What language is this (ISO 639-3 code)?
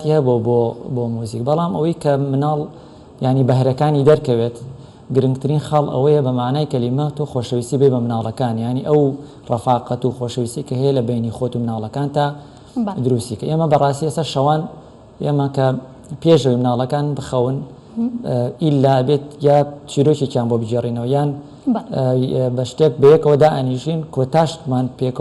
ckb